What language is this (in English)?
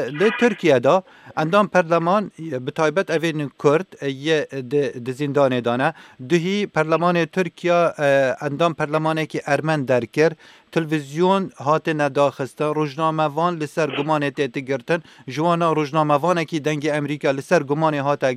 Kurdish